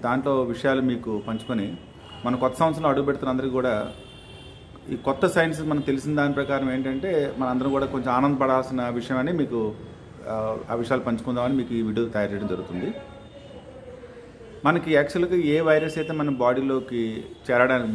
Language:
Telugu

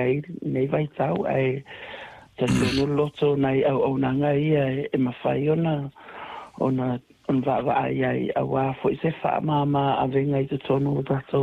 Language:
Samoan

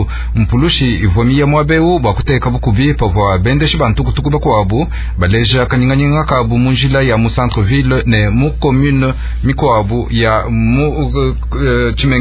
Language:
Luba-Lulua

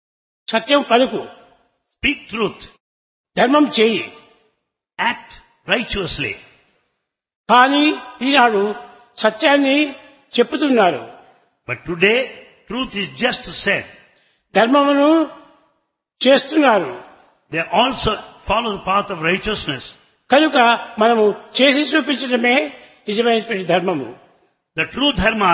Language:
Telugu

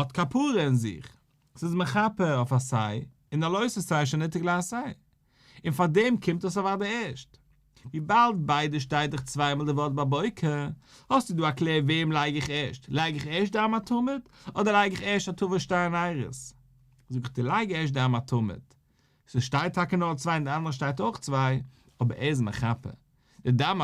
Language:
Yiddish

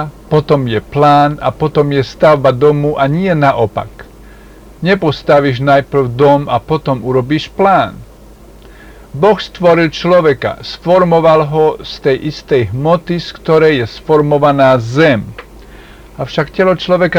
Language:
Slovak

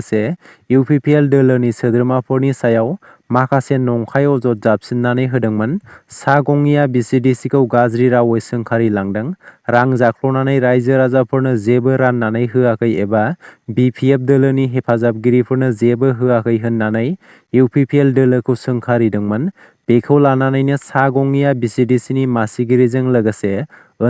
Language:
Bodo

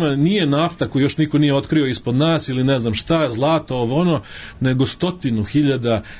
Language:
Serbian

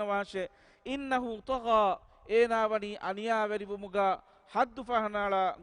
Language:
Divehi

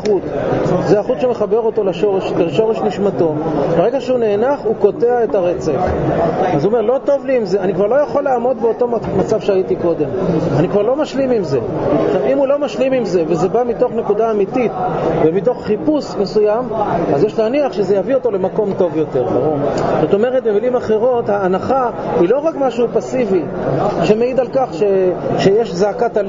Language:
Hebrew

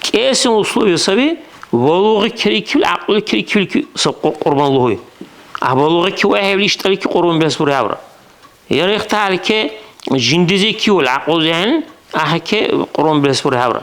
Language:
Dargwa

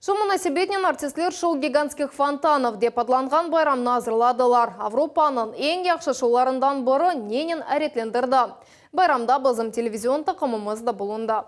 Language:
Crimean Tatar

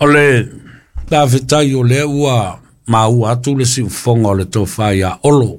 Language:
Samoan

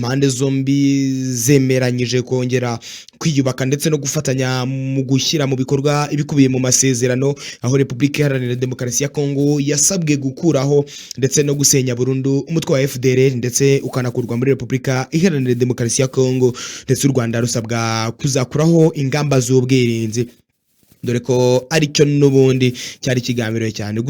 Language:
Kinyarwanda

